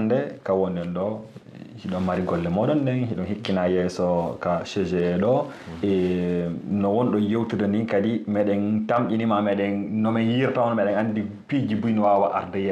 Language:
Fula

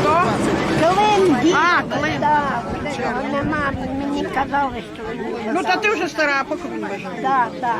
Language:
Rusyn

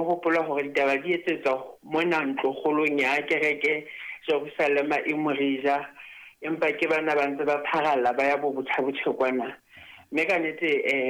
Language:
Southern Sotho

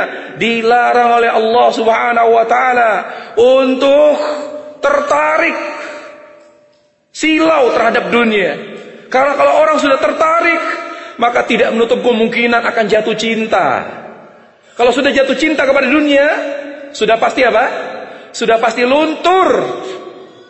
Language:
Indonesian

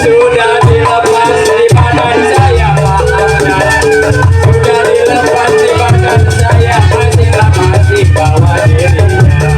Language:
Betawi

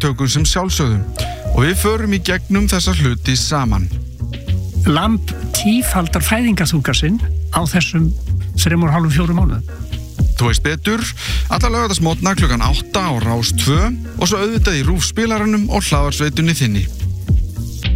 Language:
Icelandic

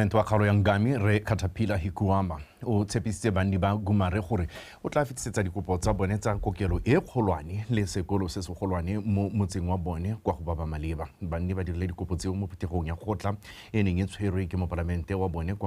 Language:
Tswana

